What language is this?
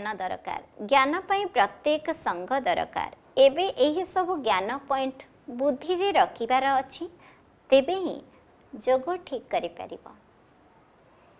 Odia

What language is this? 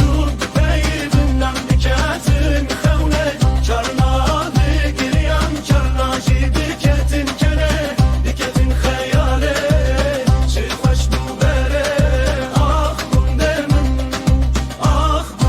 Kurdish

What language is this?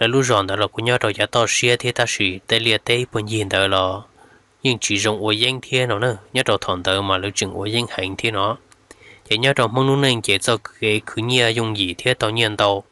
Hmong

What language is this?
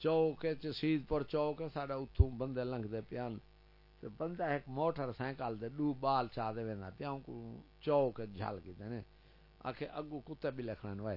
Saraiki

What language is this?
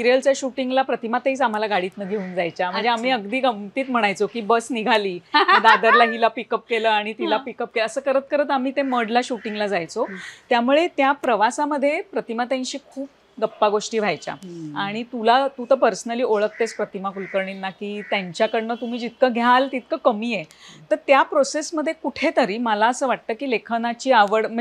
Marathi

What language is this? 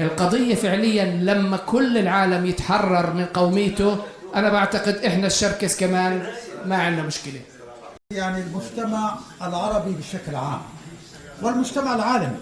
North Levantine Arabic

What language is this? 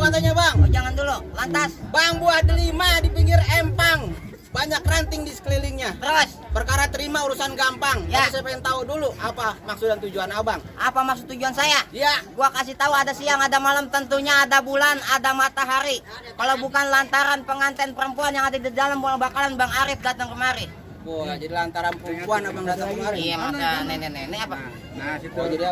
Betawi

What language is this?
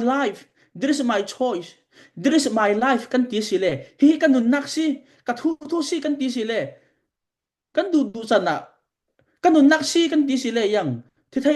Falam Chin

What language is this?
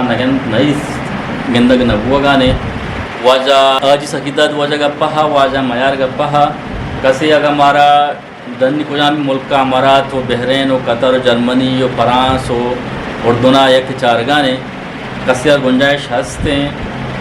Eastern Balochi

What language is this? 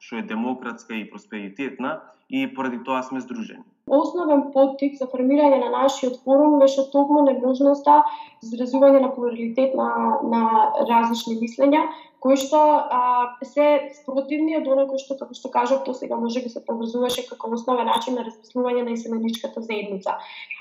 Macedonian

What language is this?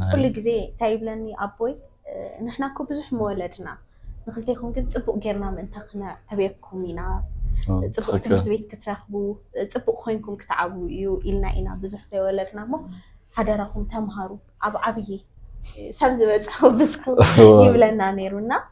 Tigrinya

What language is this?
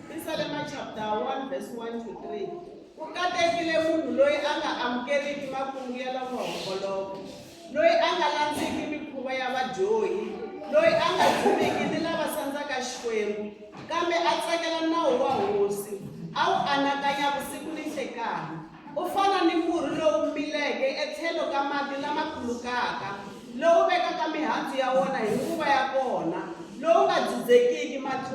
Tsonga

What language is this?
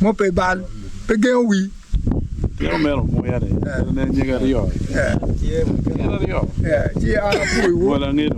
Acoli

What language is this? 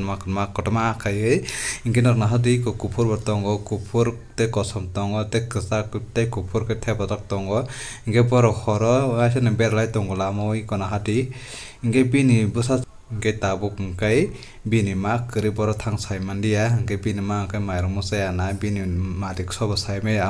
Kok Borok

